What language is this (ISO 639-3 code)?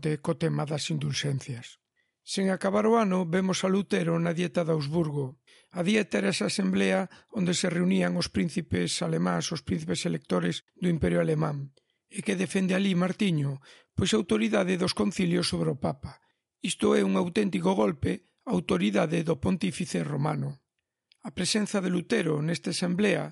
glg